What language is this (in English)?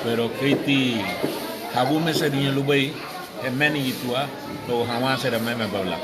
Garifuna